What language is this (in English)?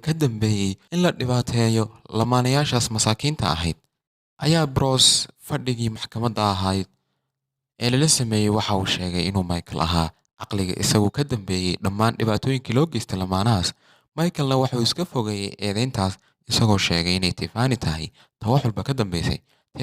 Somali